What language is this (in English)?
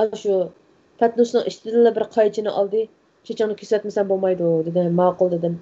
Uyghur